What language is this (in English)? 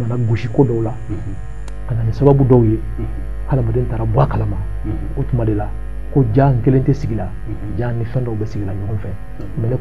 Bambara